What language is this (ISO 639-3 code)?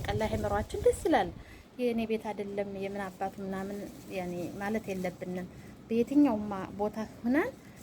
amh